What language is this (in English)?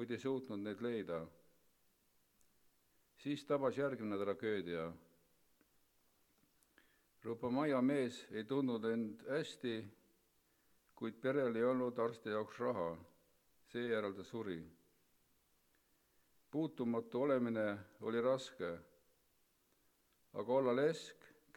Estonian